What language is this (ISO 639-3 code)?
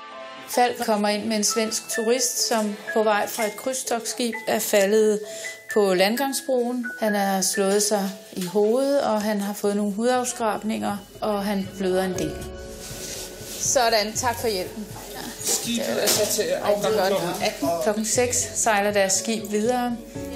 dan